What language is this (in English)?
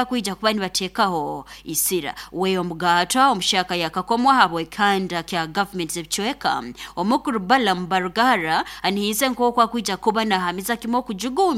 Nyoro